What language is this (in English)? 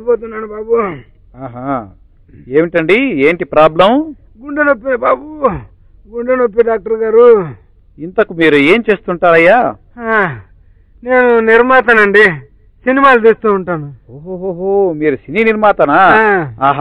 Telugu